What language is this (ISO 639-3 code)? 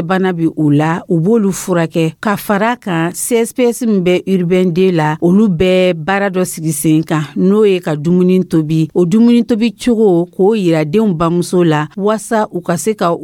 dyu